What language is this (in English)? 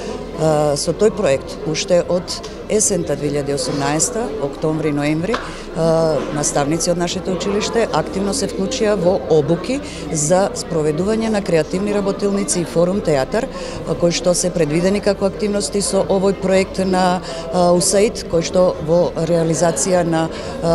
Macedonian